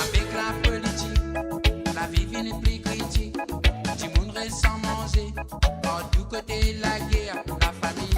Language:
Morisyen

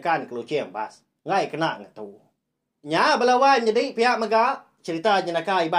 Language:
Iban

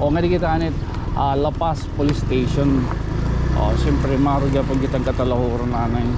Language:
Waray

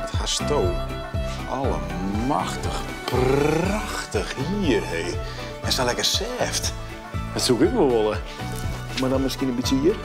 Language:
Western Frisian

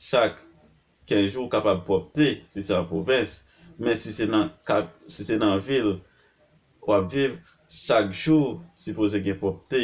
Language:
Haitian Creole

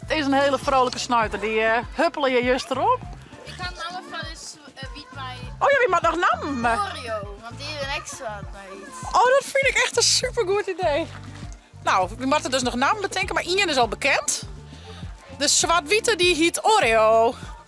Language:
Western Frisian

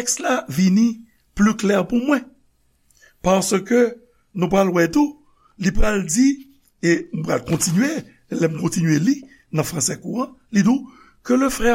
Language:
Haitian Creole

